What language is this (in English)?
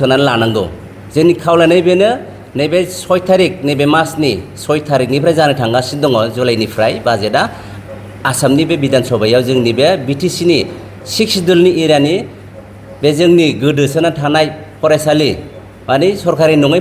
Bodo